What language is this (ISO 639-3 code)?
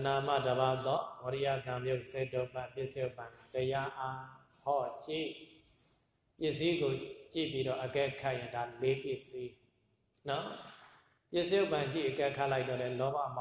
mya